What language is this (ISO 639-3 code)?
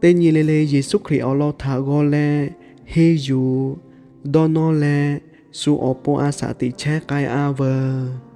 lhu